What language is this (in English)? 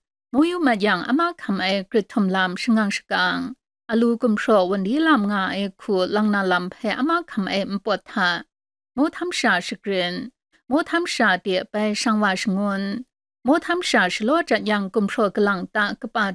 Kachin